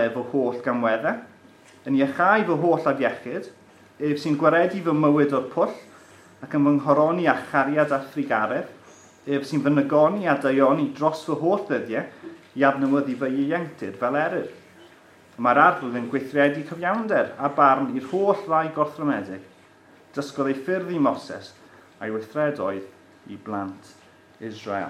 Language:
Welsh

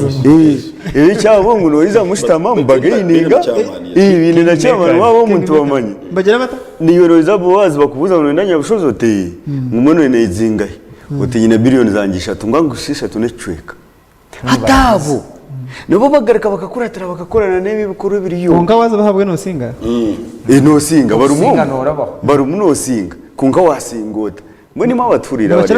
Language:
Nyankole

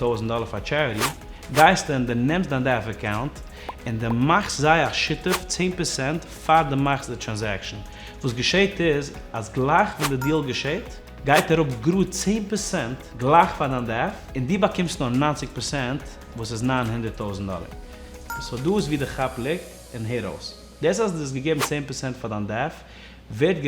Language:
Yiddish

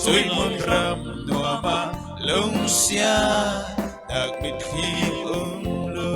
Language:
Falam Chin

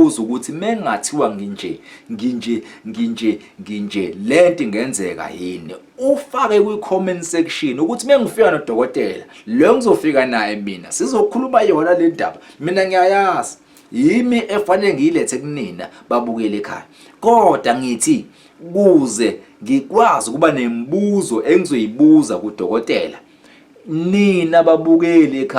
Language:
Zulu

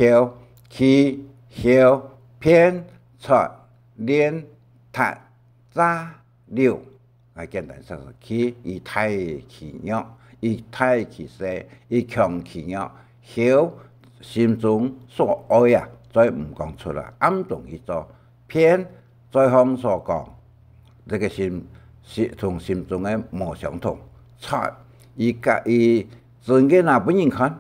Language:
Hakka Chinese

